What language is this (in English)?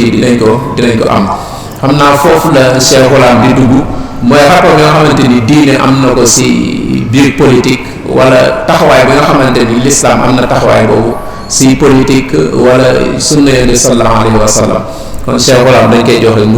Wolof